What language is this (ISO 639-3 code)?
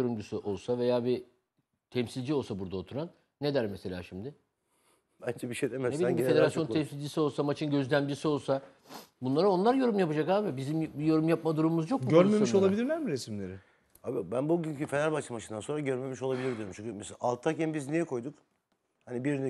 tur